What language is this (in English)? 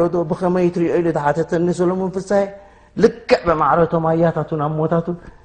Tigrinya